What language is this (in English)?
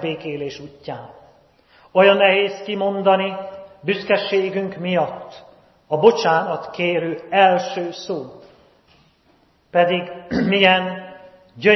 Hungarian